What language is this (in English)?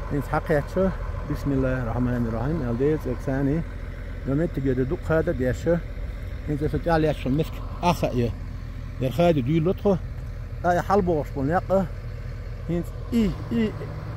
Chechen